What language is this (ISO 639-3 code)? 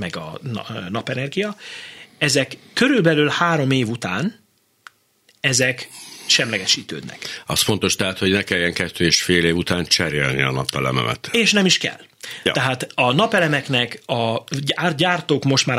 hun